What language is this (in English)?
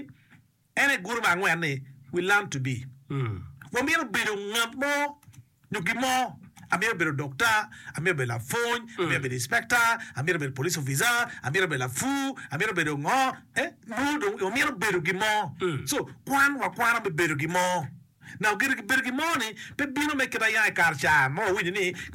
Acoli